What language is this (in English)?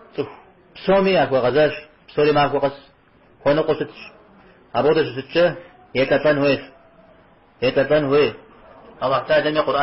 Kabardian